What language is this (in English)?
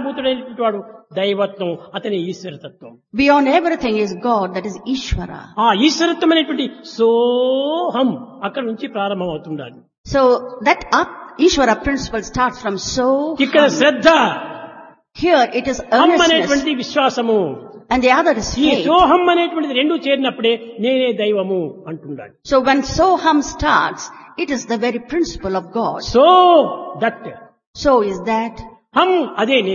Telugu